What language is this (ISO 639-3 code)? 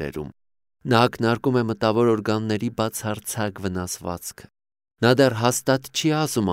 hye